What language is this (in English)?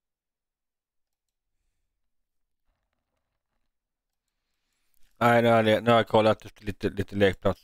Swedish